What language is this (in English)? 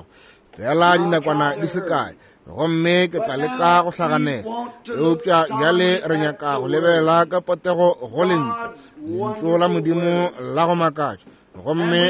Northern Sotho